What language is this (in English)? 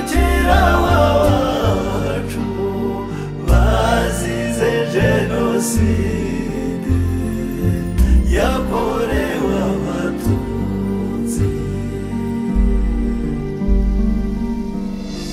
Kinyarwanda